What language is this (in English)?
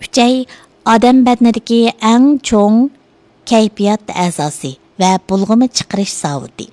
Uyghur